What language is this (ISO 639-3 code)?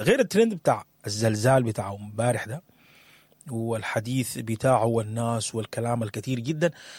apd